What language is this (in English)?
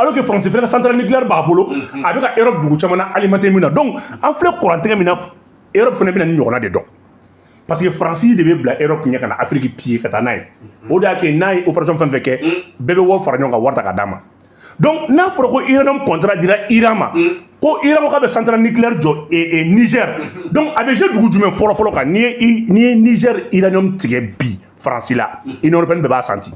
Bambara